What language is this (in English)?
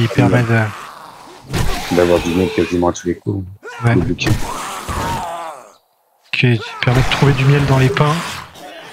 French